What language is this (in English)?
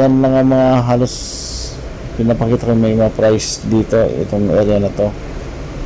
Filipino